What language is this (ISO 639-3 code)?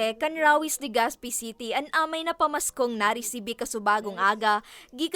bik